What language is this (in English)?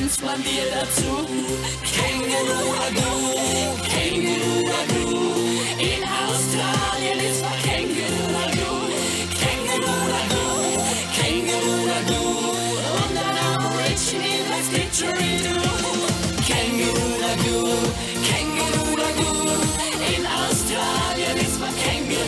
Swiss German